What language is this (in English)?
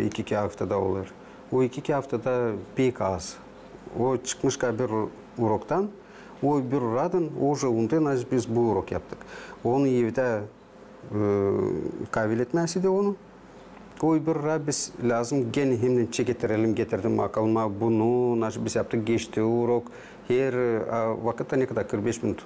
Gagauz